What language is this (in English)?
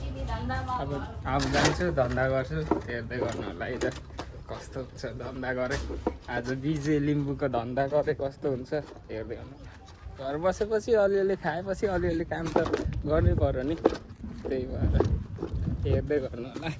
Nepali